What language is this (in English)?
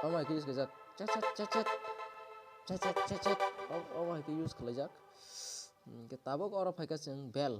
Kok Borok